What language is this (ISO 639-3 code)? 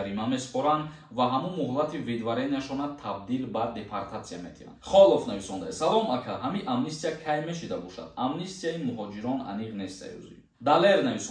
tgk